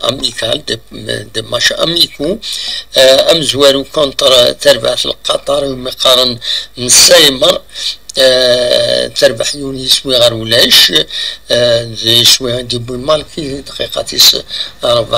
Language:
Kabyle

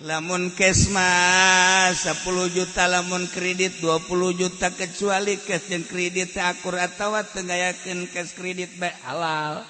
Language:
Sundanese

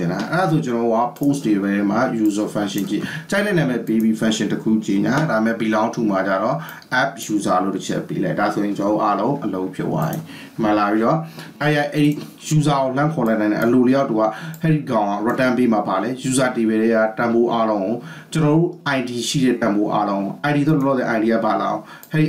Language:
Burmese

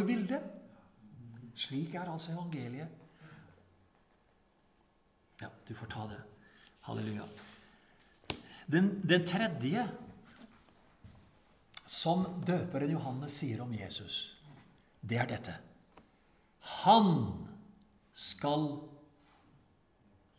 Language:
Norwegian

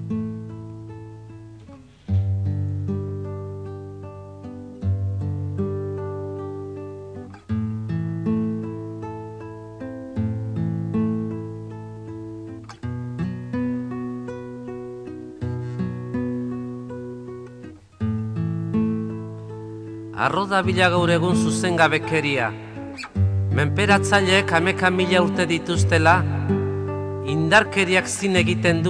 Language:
Basque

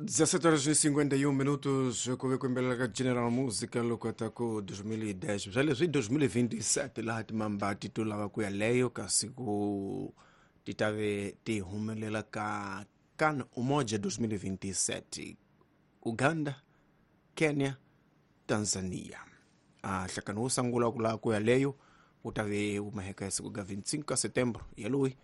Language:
Tsonga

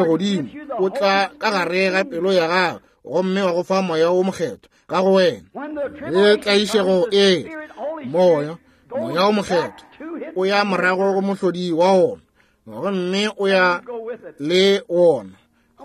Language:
Northern Sotho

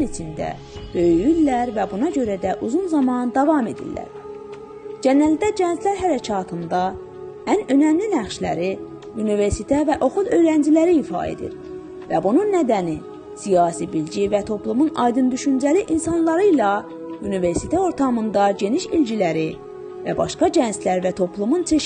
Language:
South Azerbaijani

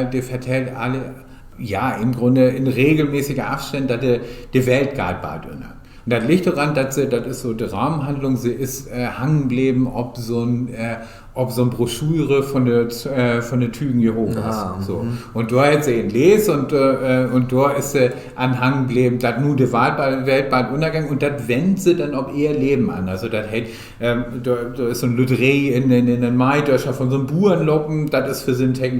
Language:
Low German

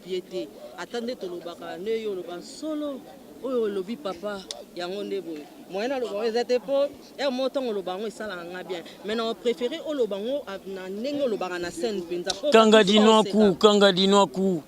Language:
Lingala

